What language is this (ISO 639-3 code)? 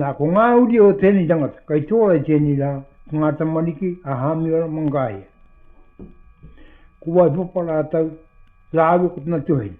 mri